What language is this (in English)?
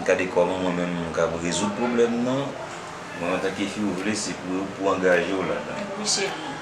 Haitian Creole